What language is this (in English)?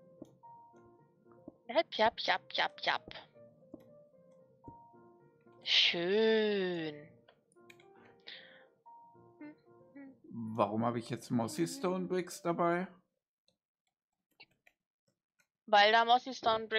German